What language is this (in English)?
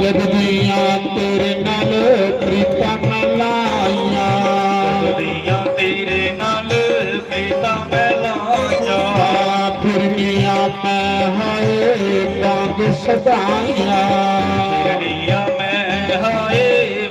Dogri